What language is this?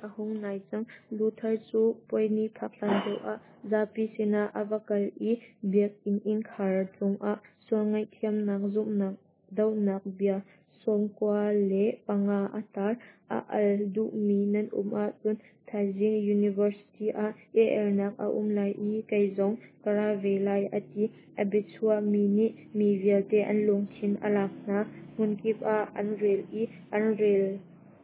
Hakha Chin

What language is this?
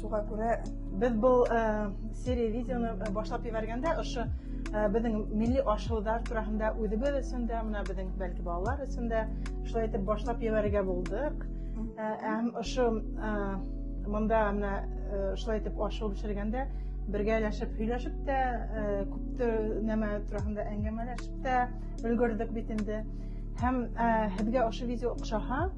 Bashkir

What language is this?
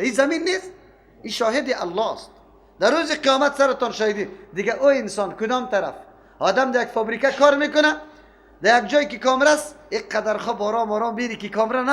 Persian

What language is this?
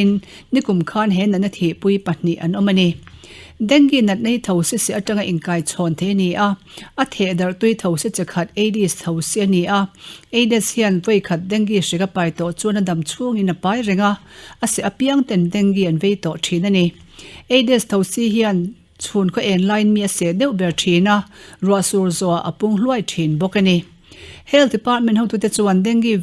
Mizo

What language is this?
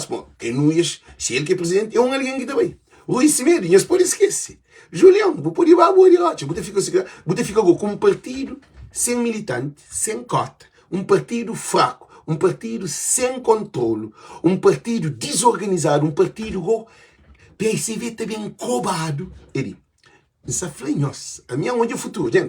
Kabuverdianu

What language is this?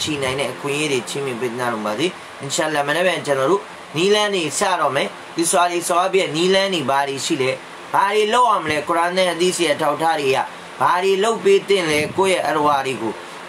Burmese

